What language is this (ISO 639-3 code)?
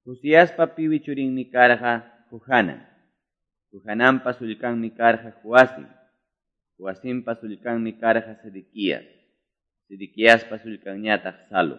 que